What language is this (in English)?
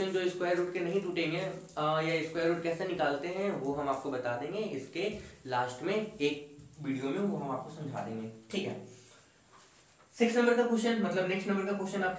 Hindi